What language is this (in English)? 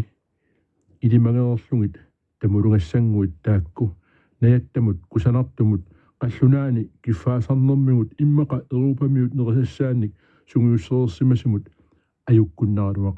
Kalaallisut